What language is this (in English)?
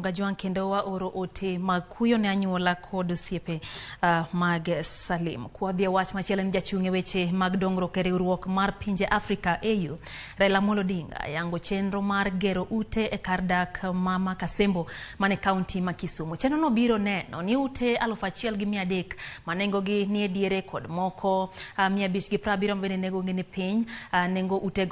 Luo (Kenya and Tanzania)